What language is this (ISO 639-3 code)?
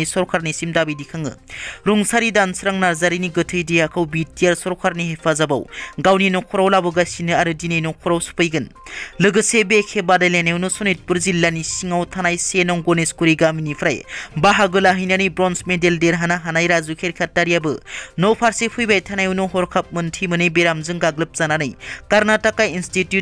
brx